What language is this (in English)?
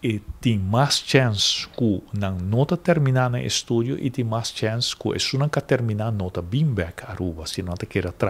Papiamento